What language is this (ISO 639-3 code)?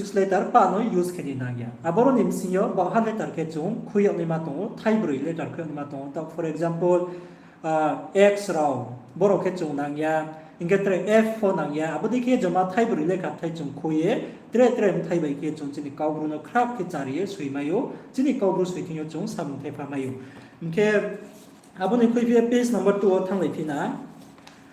ria